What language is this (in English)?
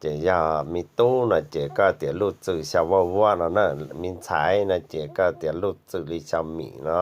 Hmong